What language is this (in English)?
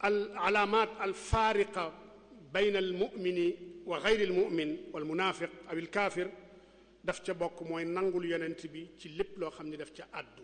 Wolof